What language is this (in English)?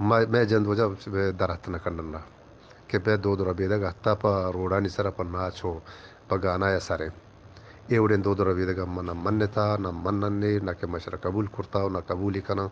Eastern Balochi